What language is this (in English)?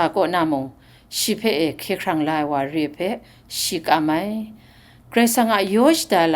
Kachin